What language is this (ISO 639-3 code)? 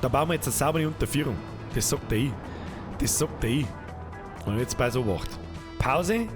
bar